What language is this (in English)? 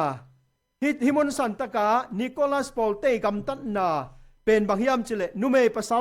Tedim Chin